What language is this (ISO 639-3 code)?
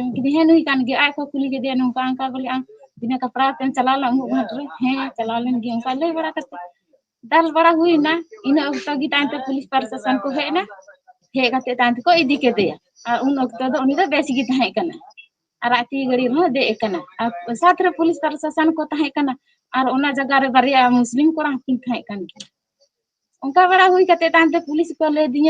sat